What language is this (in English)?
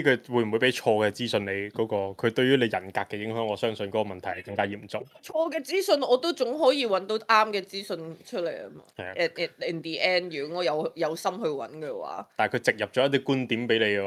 Cantonese